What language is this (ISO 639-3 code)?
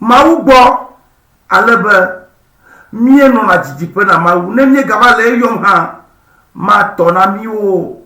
ewe